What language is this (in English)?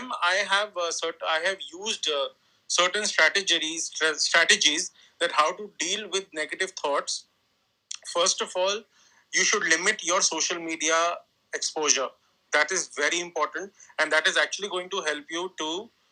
English